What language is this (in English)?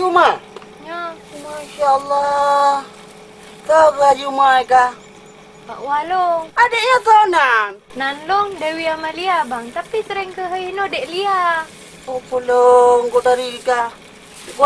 Achinese